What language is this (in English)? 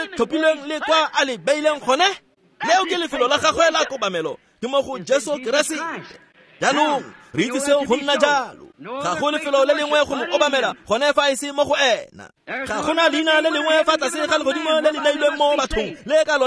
Tswana